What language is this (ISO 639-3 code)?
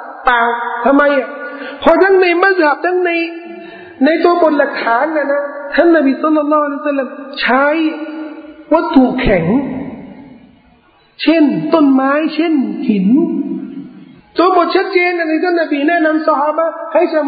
tha